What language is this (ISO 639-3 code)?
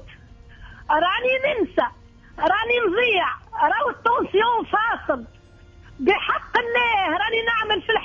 aeb